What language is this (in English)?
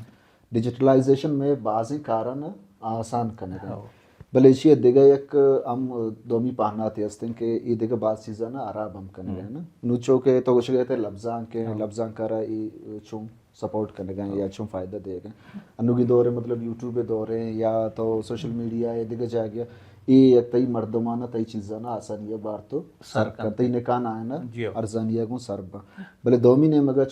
Baluchi